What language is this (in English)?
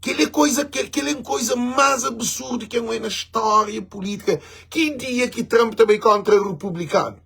Kabuverdianu